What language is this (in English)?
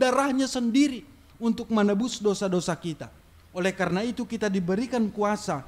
Batak Simalungun